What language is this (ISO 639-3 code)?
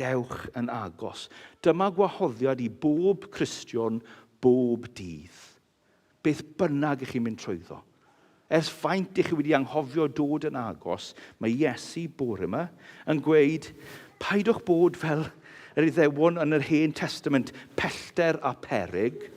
cym